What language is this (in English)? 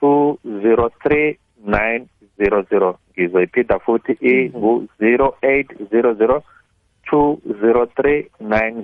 South Ndebele